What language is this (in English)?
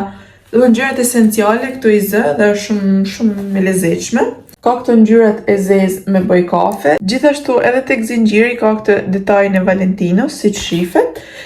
Albanian